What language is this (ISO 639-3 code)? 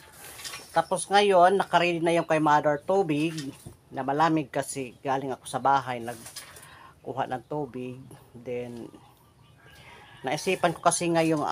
fil